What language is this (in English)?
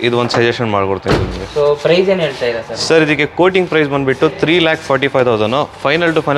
Kannada